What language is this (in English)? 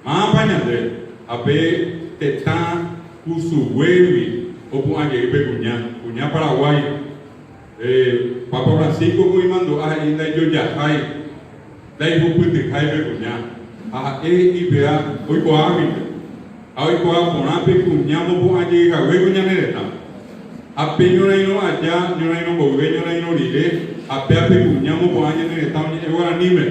Guarani